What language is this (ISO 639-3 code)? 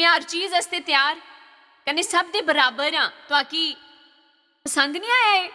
doi